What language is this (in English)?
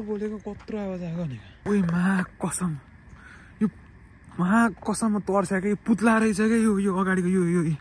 Nepali